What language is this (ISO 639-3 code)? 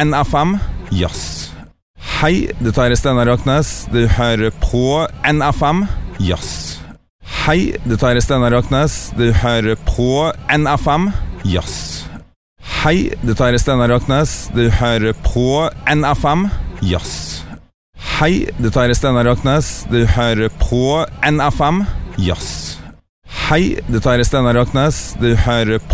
nor